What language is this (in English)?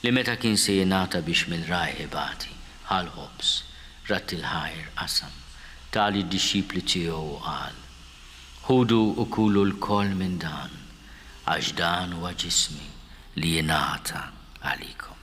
Maltese